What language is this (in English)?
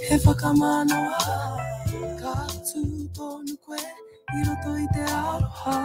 Māori